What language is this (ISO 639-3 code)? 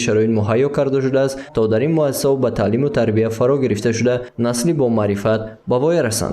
tgk